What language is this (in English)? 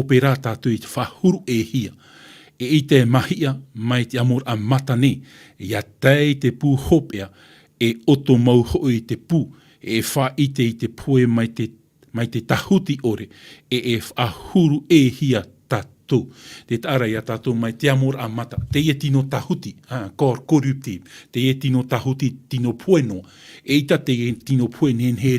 Tahitian